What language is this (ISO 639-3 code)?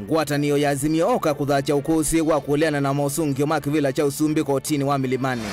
kam